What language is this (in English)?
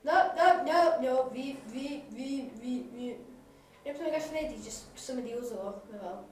Welsh